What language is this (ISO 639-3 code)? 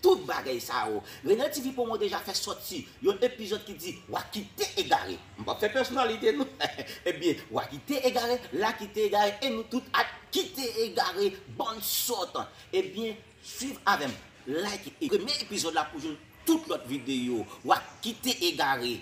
hat